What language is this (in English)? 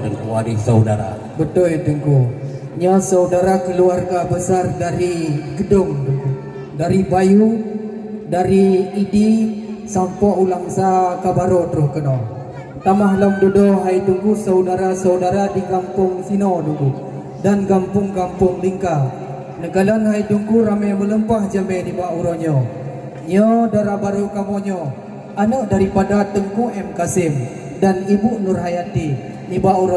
Achinese